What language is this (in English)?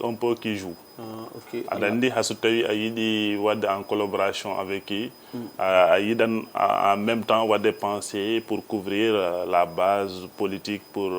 Fula